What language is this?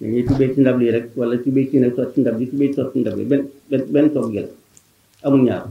Wolof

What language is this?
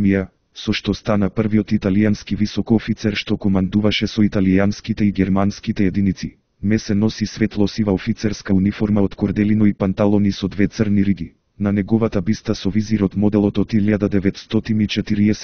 Macedonian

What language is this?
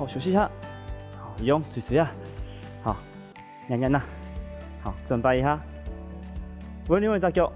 Hakka Chinese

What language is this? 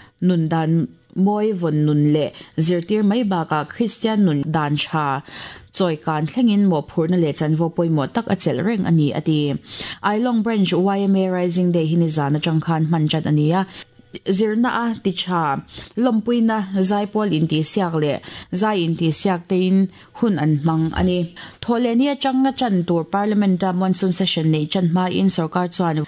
Mizo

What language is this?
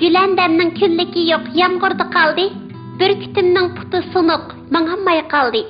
Uyghur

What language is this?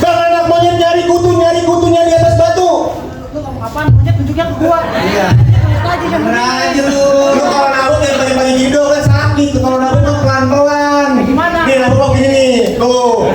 Betawi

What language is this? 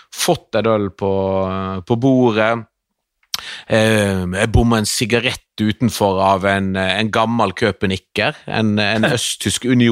Norwegian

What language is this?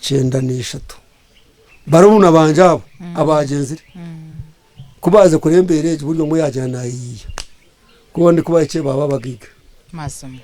Nyankole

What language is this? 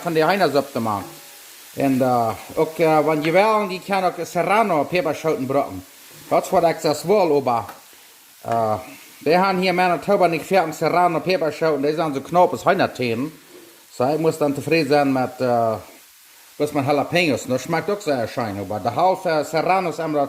Plautdietsch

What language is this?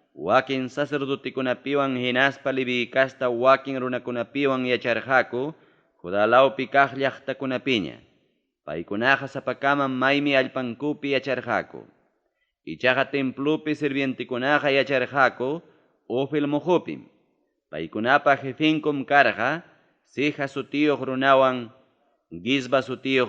Ayacucho Quechua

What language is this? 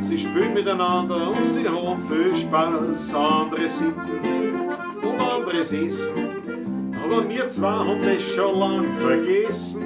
Bavarian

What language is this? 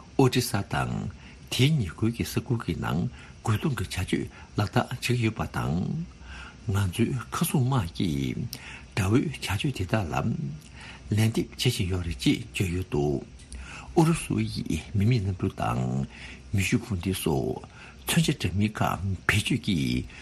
Tibetan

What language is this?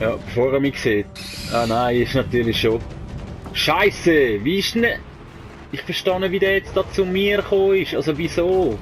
Swiss German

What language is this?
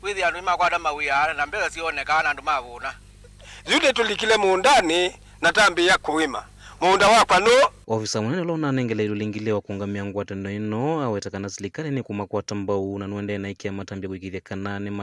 Kamba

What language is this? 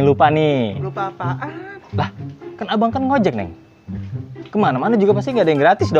Betawi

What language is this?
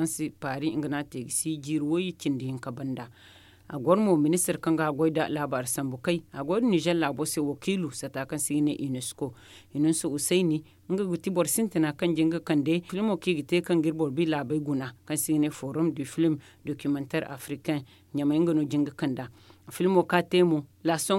Zarma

